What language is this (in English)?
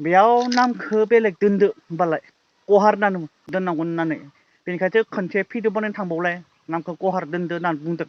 Bodo